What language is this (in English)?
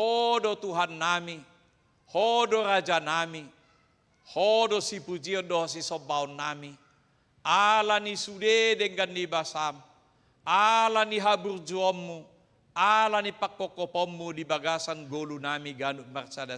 Batak Toba